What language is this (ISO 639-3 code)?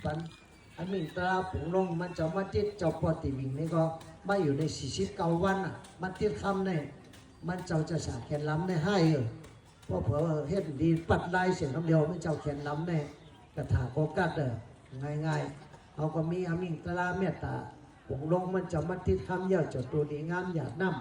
shn